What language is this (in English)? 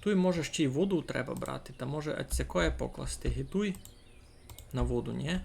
Rusyn